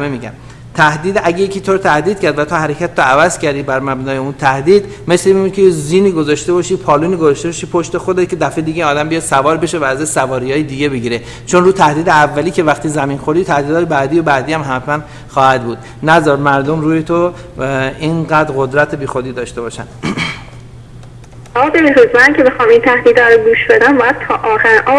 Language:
Persian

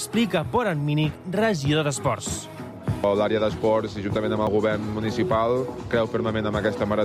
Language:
Catalan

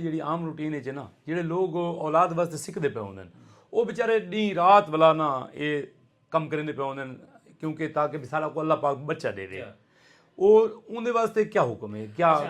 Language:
Saraiki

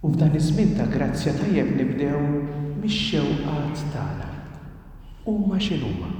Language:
Maltese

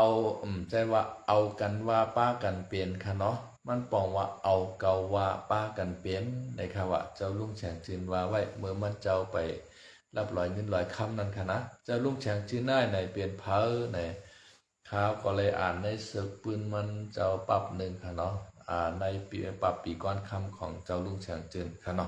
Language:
Shan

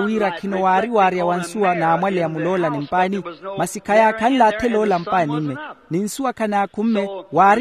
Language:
Makhuwa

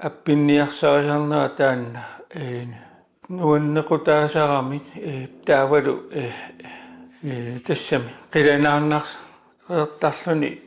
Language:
Kalaallisut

